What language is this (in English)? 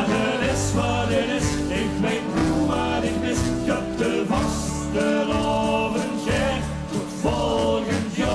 Limburgish